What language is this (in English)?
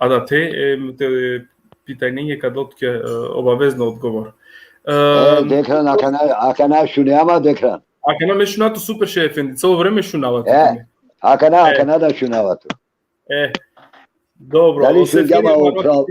Balkan Romani